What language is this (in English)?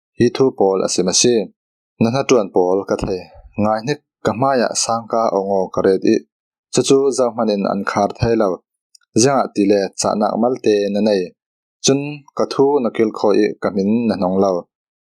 Falam Chin